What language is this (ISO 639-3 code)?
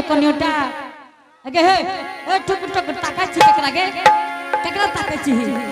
anp